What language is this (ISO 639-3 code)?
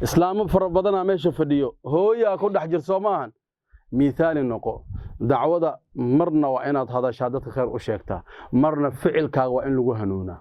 som